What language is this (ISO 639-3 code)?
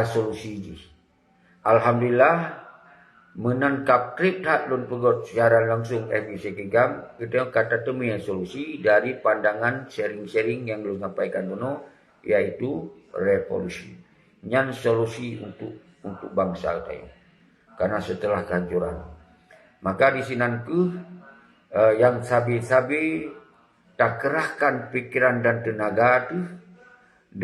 ace